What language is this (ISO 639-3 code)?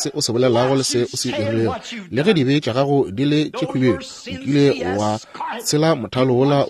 nso